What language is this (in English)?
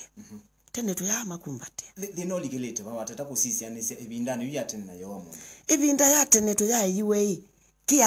Kamba